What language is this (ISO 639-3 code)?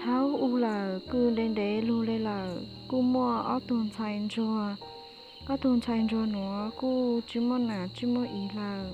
hmn